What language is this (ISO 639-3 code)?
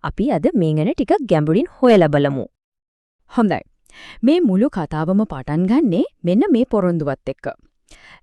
sin